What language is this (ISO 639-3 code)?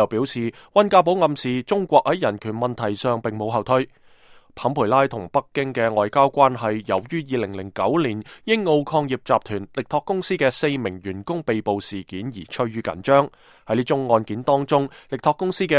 yue